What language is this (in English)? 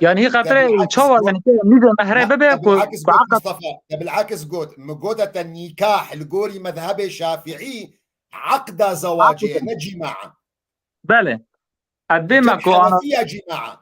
Kurdish